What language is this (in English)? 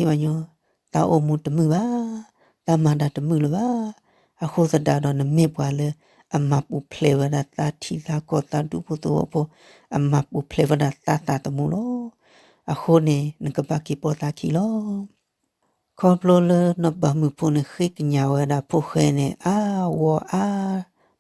S'gaw Karen